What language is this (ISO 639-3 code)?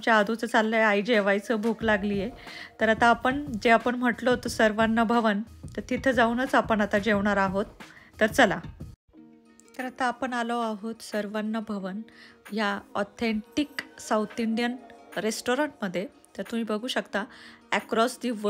mar